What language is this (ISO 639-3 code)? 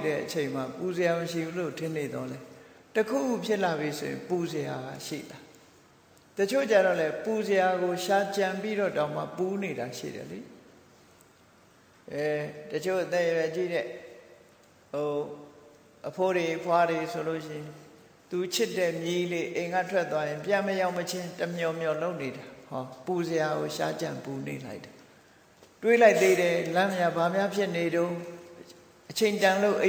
mya